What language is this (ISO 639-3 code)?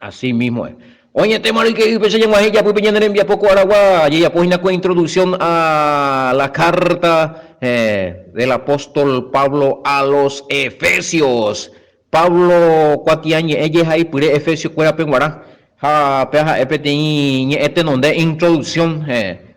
grn